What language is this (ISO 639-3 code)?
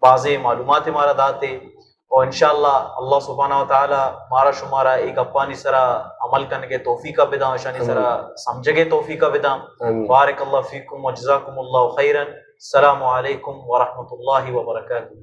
bal